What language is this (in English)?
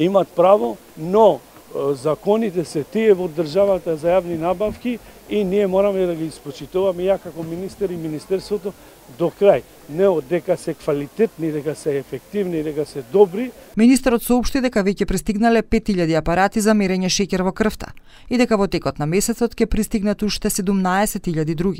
Macedonian